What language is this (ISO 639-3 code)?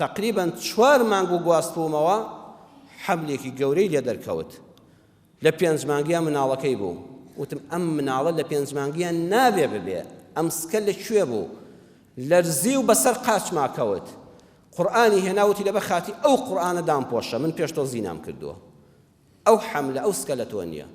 ckb